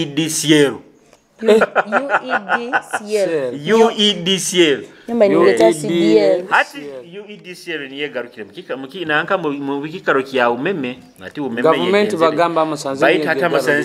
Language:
Nyoro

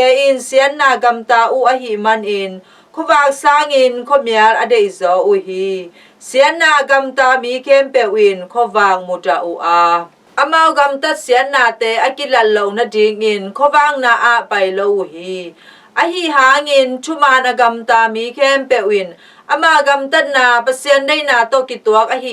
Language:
Tedim Chin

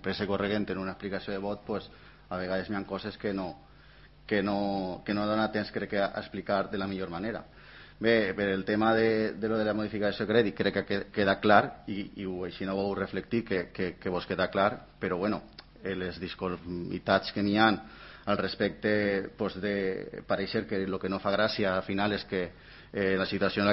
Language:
Catalan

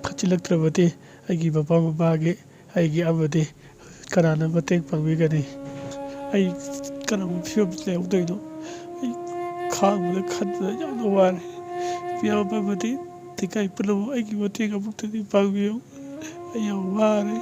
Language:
Manipuri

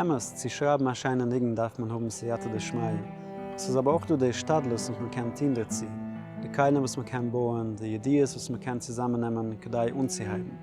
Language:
Yiddish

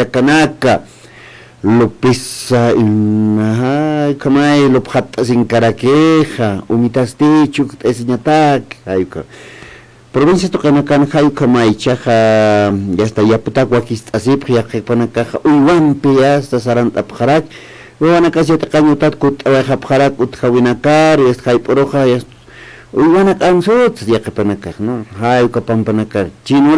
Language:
Aymara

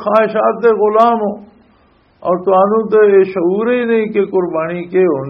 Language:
Western Panjabi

